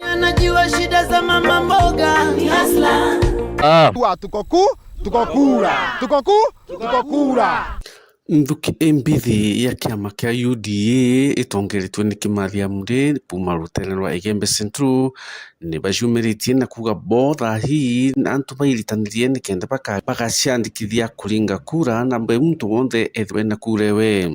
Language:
Meru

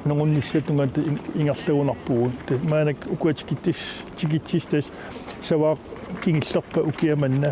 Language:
Kalaallisut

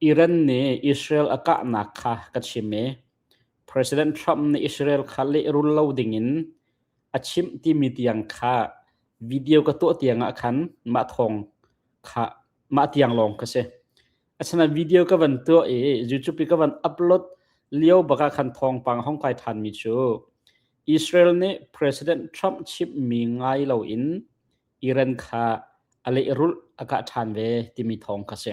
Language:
Hakha Chin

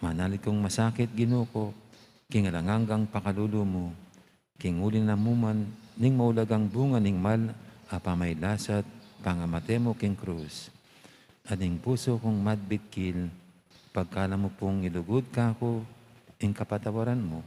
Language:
Pampanga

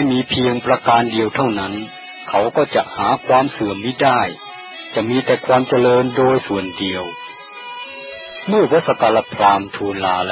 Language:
Thai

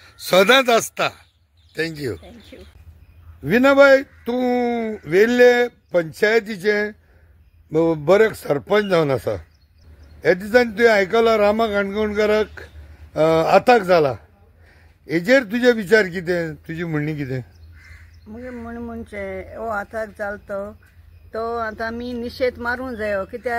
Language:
Konkani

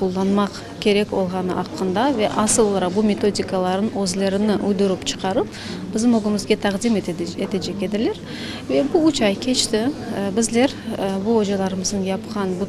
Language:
Crimean Tatar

